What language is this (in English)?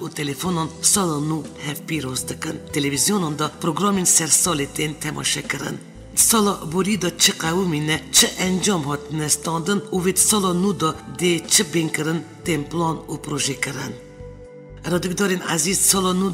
Kurdish